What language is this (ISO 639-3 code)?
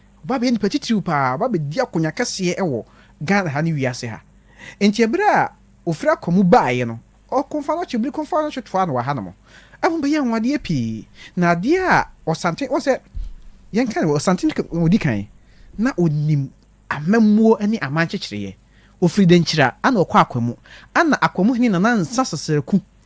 aka